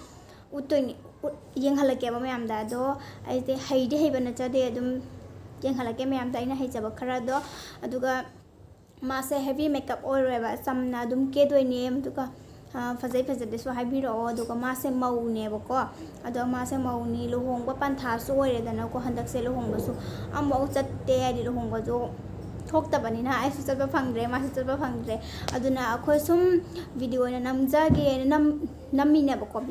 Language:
Manipuri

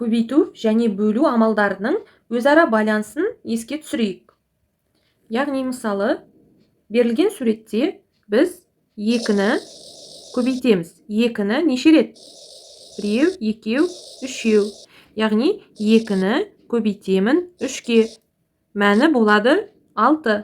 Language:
Kazakh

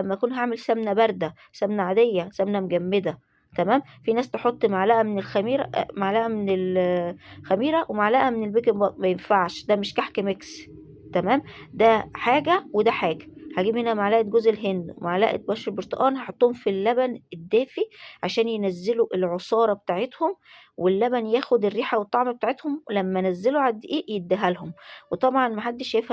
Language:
Egyptian Arabic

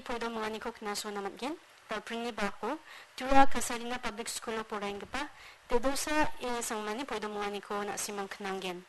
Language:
Garo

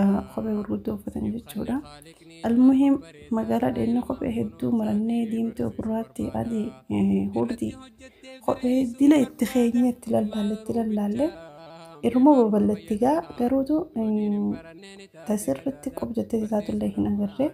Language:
Oromo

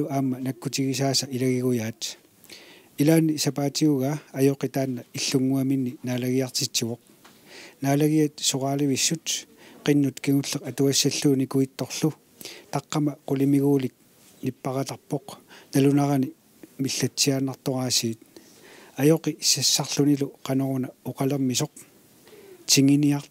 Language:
Kalaallisut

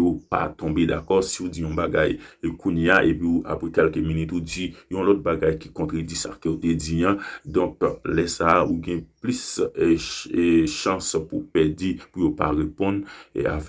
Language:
Haitian Creole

